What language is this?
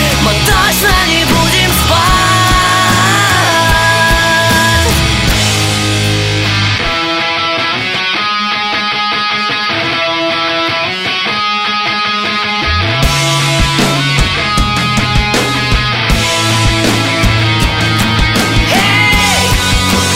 Russian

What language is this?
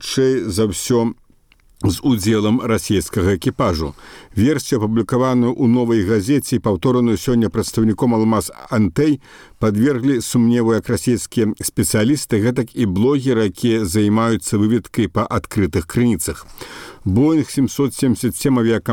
Belarusian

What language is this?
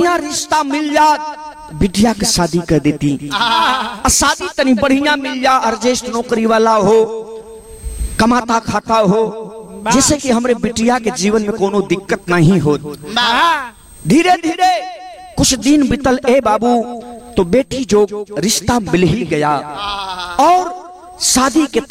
Bhojpuri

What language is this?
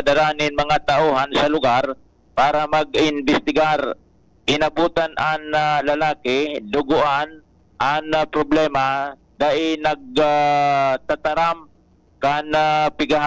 Bikol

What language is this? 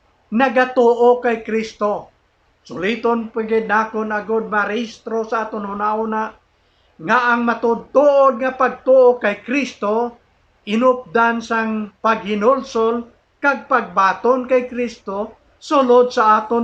Hiligaynon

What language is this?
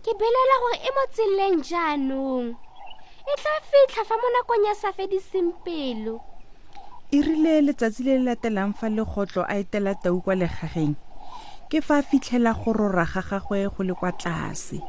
Tswana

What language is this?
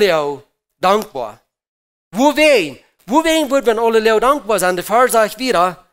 Plautdietsch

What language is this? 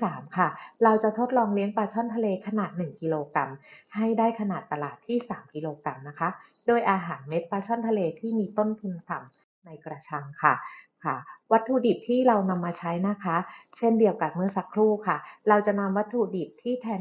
Thai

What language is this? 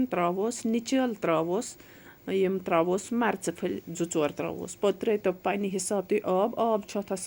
Kashmiri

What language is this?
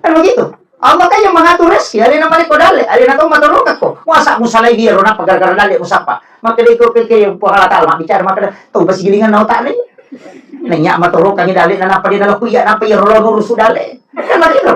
Buginese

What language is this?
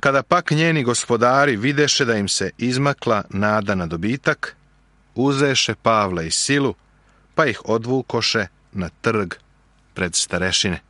Serbian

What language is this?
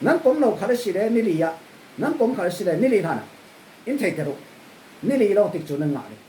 Falam Chin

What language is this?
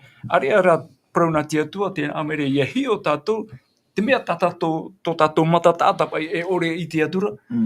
Tahitian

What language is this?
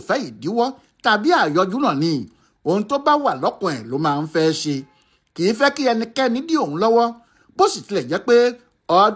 Yoruba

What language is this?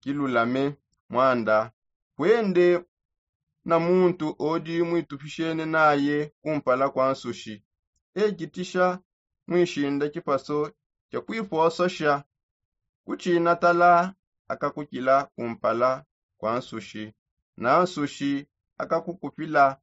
Songe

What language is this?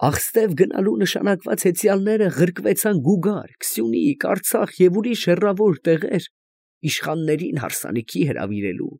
Armenian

